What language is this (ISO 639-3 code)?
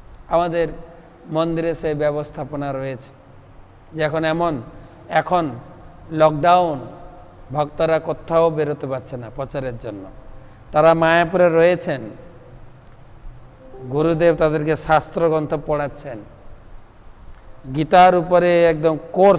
ben